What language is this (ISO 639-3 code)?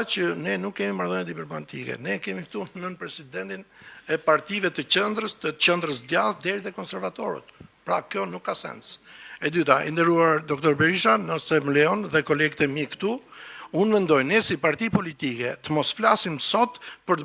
sqi